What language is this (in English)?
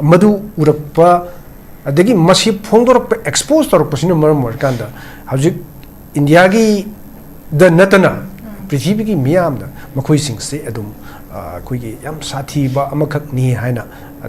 Manipuri